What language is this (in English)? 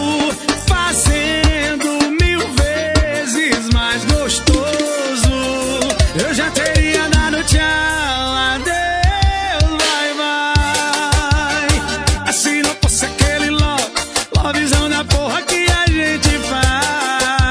Portuguese